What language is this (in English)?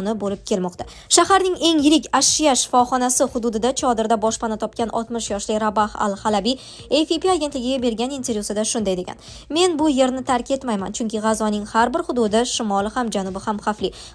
Uzbek